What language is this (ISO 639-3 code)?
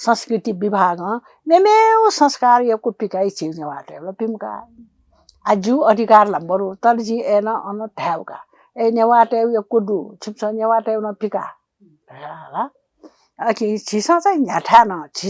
new